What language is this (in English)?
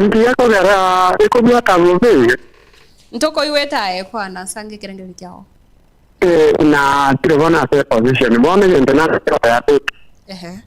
Gusii